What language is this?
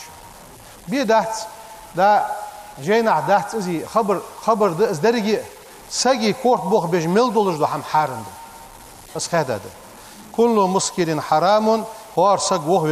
Ingush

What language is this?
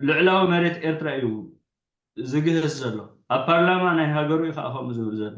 Tigrinya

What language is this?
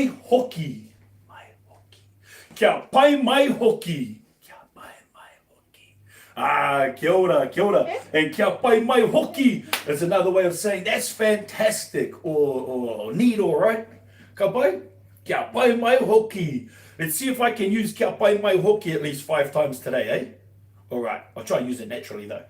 Māori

